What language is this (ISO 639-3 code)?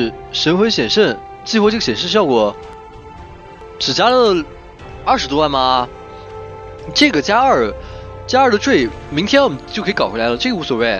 zho